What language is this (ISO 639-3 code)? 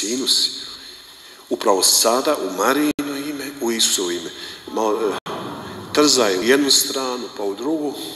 hrv